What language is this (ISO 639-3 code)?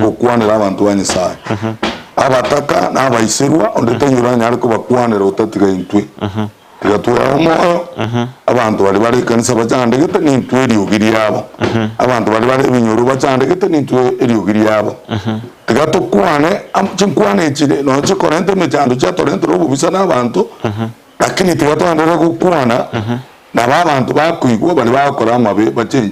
guz